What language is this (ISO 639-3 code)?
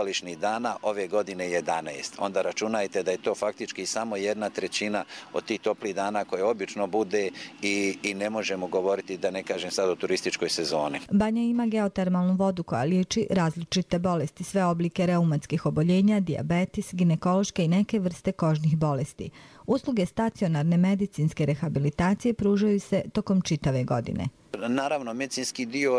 bos